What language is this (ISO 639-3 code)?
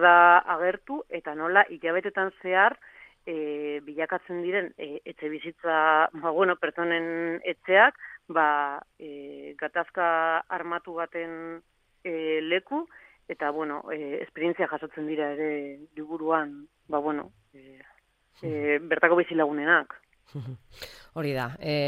eus